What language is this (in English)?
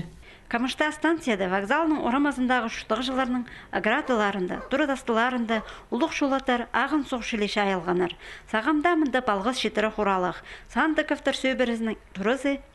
Khakas